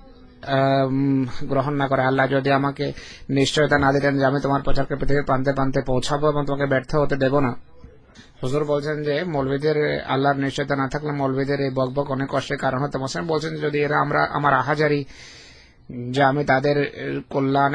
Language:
Bangla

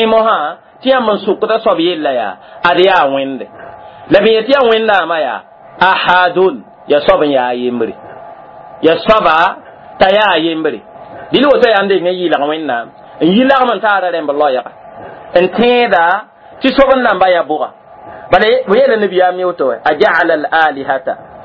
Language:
Mossi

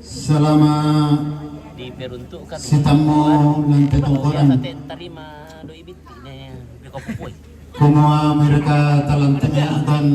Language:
Toraja-Sa'dan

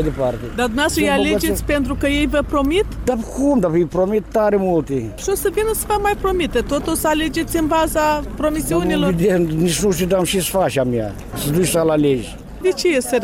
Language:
Romanian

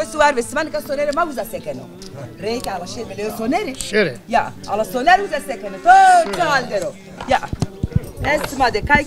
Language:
Zaza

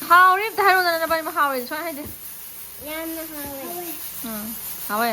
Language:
Manipuri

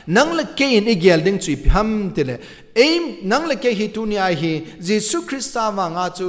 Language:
Thado Chin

